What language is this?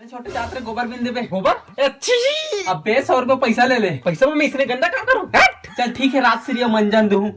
Chhattisgarhi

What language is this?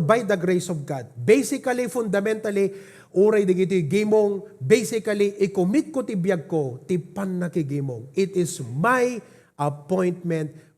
Iloko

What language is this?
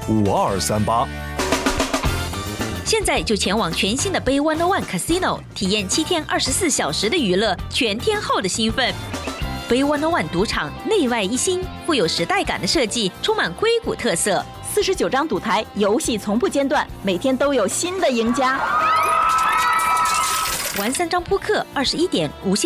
Chinese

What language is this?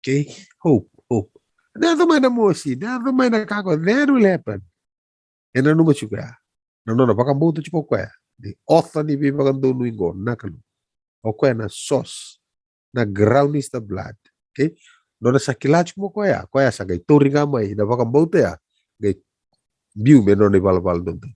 Fijian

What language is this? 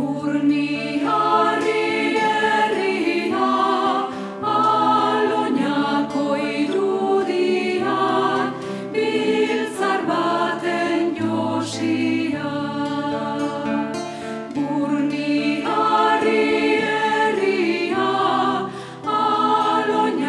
Basque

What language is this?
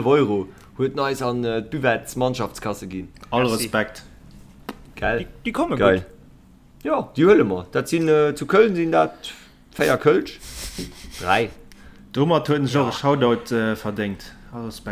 Luxembourgish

